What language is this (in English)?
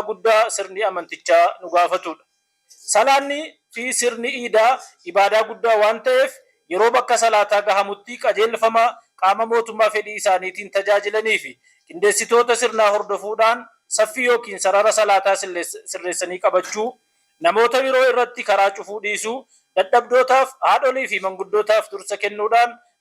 Oromo